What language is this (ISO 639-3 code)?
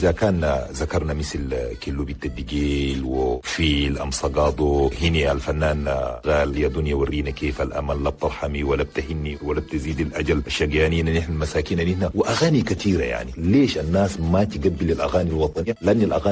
shu